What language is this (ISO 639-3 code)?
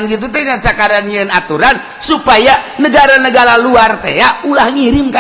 sun